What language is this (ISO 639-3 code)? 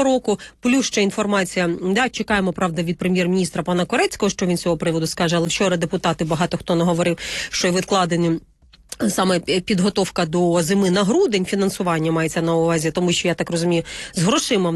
ukr